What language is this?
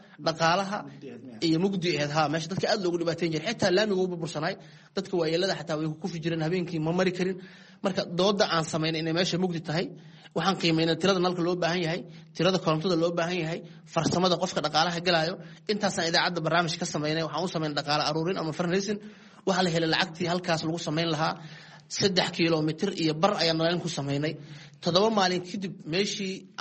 Somali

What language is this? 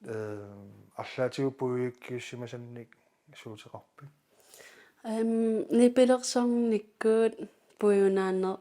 Kalaallisut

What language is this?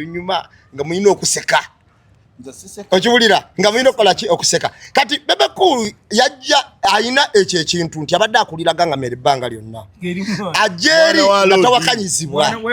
Ganda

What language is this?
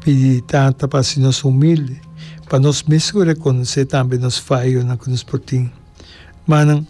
Papiamento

